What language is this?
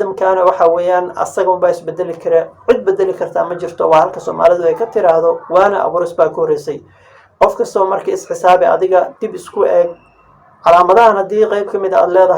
Somali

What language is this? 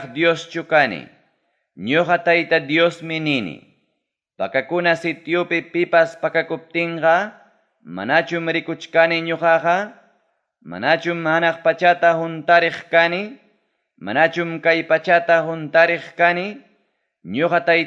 Ayacucho Quechua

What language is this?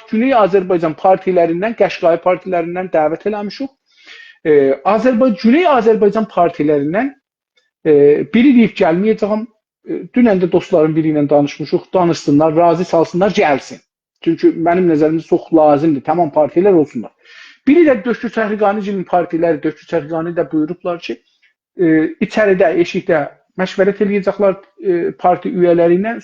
South Azerbaijani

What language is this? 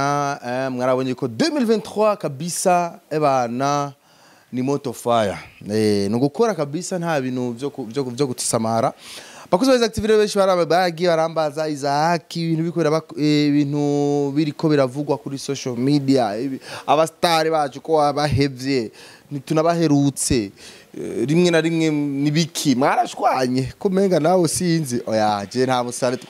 Rundi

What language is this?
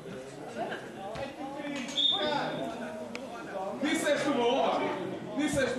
Portuguese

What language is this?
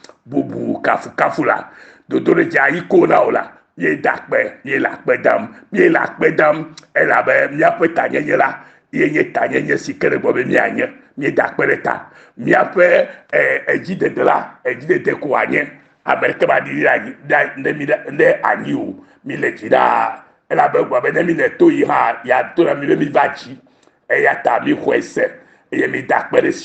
Ewe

